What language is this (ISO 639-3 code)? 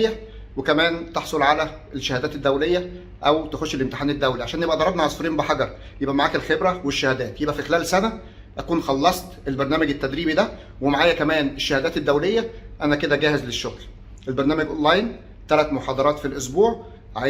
arz